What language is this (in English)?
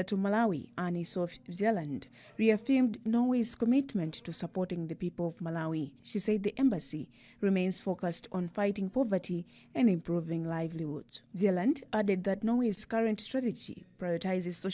English